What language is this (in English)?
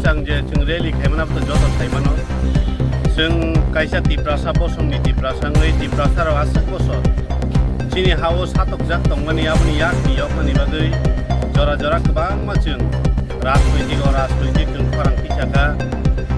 Kok Borok